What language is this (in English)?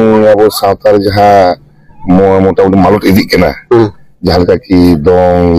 Santali